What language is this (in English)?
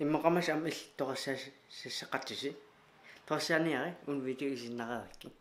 Kalaallisut